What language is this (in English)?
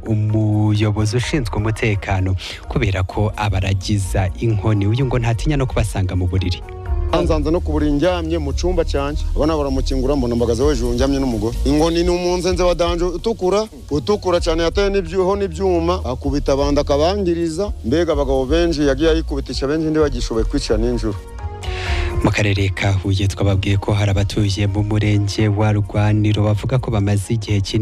Kinyarwanda